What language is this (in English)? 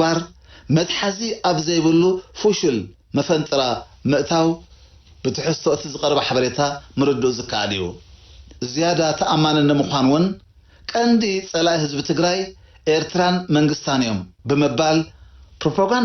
Tigrinya